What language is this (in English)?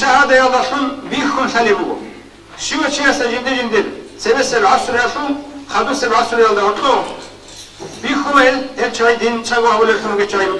Avaric